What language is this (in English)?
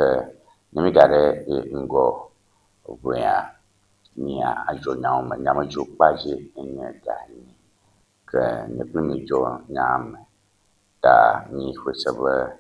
Ewe